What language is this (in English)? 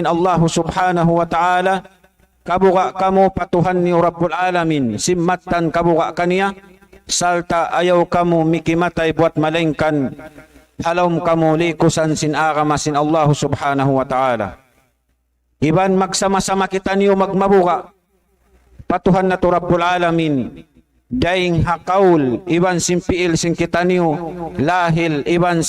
Tausug